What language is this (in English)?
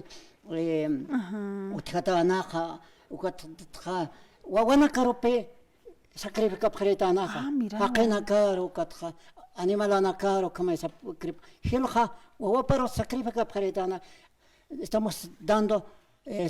Aymara